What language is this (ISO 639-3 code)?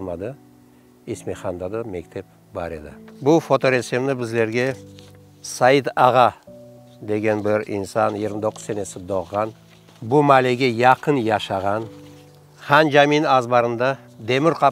crh